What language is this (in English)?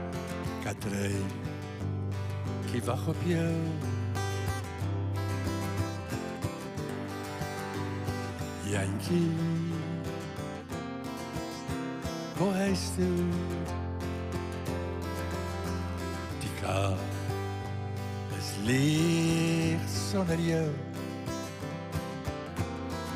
Afrikaans